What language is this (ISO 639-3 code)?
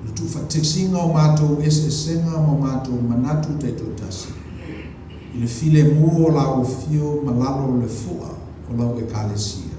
smo